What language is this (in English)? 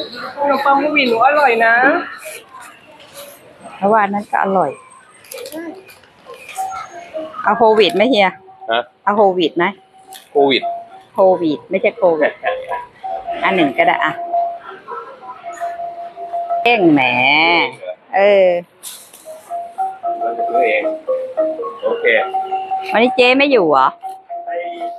Thai